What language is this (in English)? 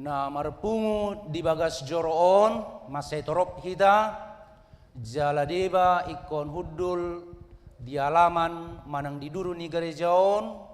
Batak Toba